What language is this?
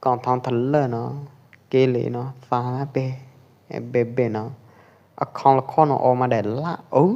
Pwo Eastern Karen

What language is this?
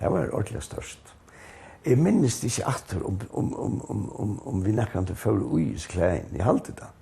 Faroese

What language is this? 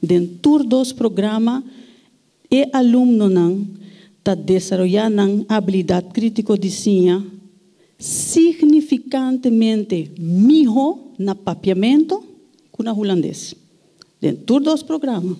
Papiamento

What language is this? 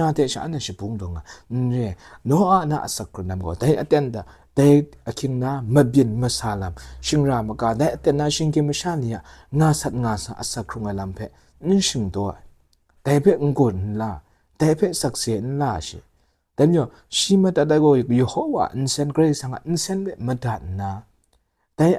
Kachin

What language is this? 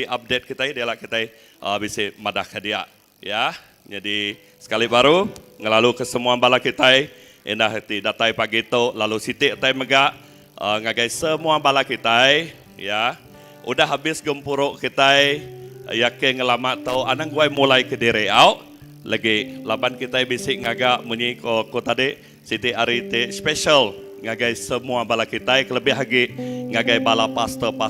Iban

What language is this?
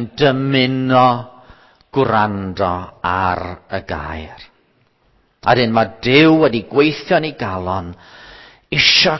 Welsh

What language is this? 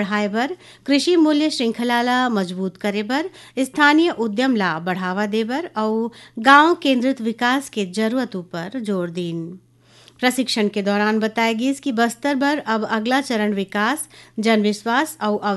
Chhattisgarhi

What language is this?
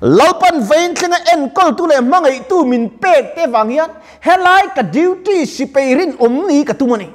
Mizo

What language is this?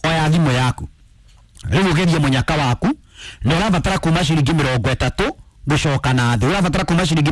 Kikuyu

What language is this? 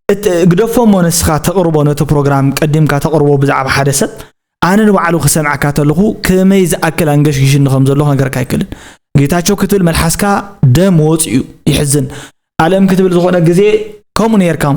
Tigrinya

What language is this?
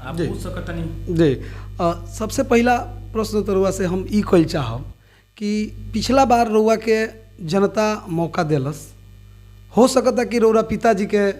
Bhojpuri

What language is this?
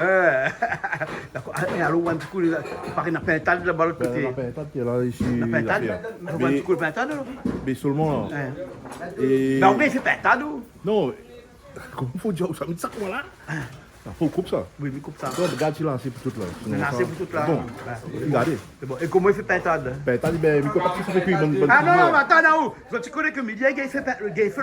Réunion Creole French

